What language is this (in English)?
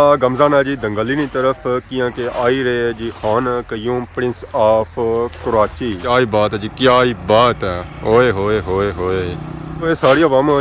Pahari-Potwari